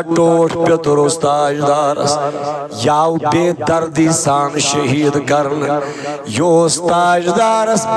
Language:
Kashmiri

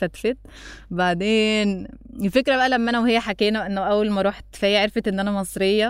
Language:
North Levantine Arabic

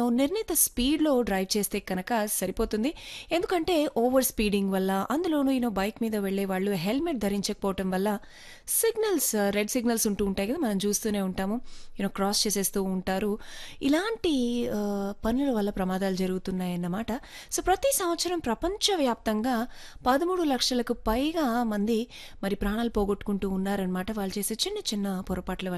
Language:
Telugu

